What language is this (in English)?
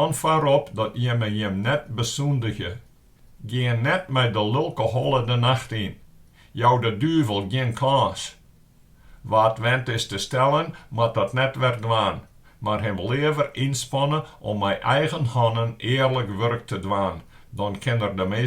Western Frisian